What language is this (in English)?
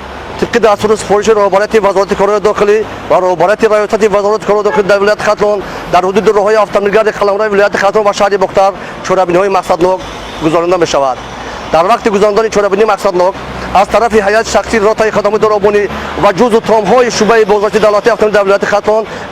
Tajik